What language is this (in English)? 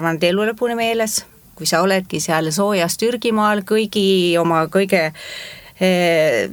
Estonian